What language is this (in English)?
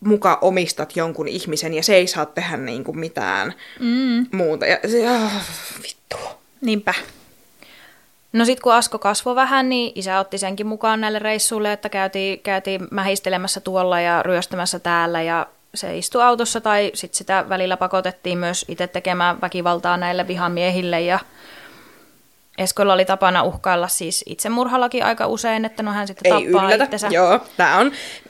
Finnish